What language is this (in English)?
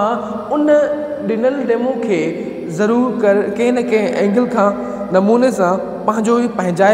Sindhi